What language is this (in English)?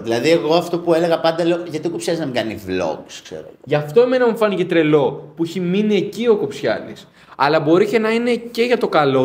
Greek